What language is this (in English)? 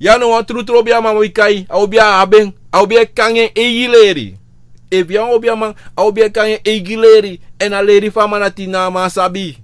Sranan Tongo